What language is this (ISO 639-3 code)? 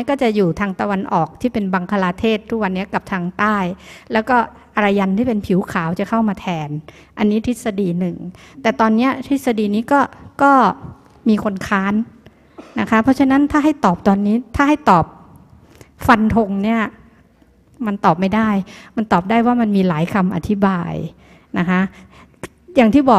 tha